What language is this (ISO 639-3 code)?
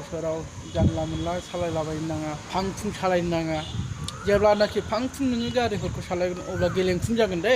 brx